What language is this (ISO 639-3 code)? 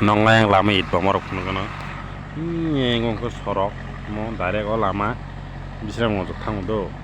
trp